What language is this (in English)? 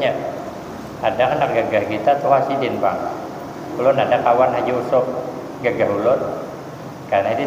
Banjar